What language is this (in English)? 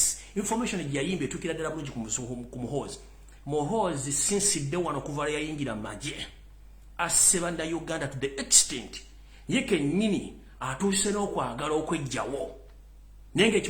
Ganda